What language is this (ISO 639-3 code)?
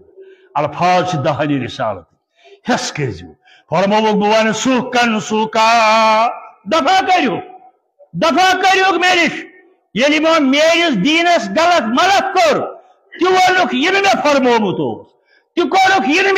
kas